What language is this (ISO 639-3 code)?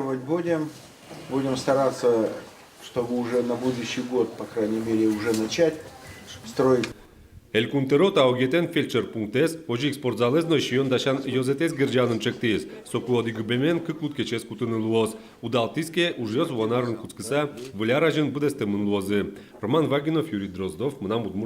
udm